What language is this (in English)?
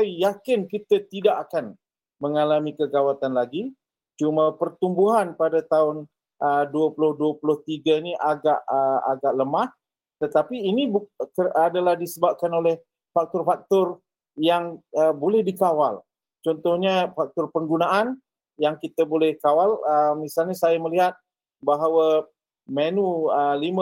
Malay